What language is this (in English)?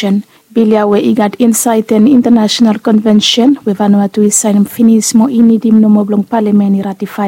Bislama